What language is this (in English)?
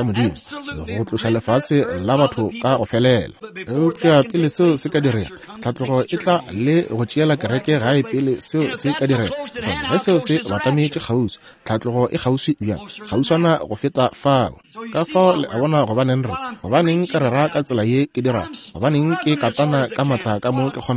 Northern Sotho